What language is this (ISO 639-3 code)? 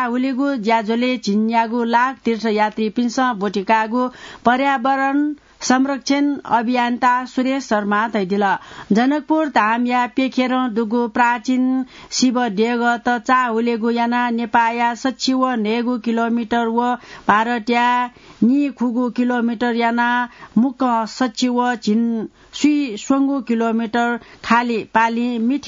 new